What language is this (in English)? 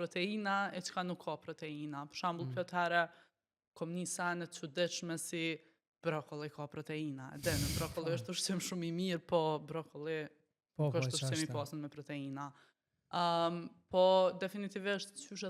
Albanian